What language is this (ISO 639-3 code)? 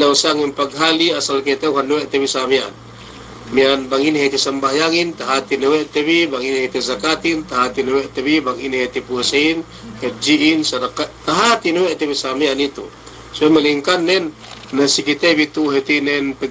yka